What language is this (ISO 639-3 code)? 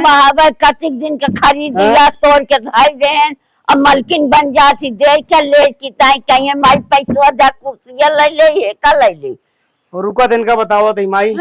awa